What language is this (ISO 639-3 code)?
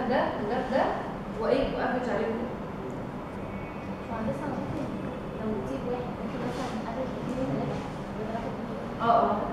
arz